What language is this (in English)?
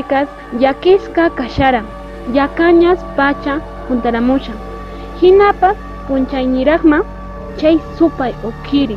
Quechua